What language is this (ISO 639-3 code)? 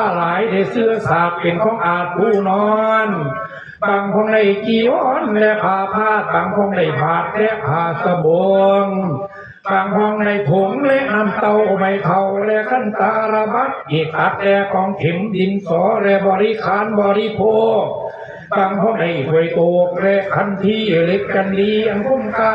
lao